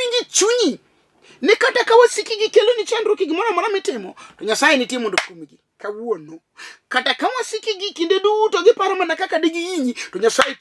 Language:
Luo (Kenya and Tanzania)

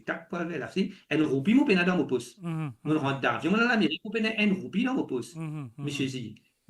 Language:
Morisyen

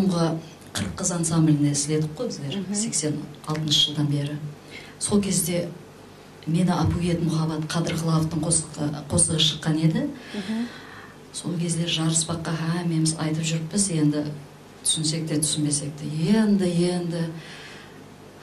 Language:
Kara-Kalpak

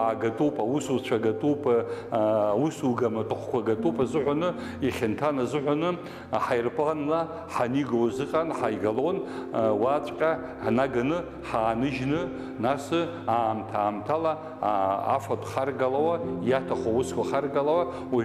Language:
Abkhazian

